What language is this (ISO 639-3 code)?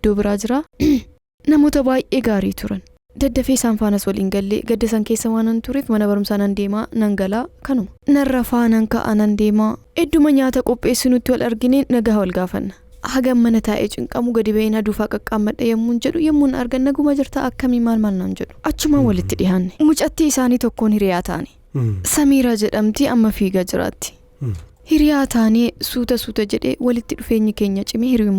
orm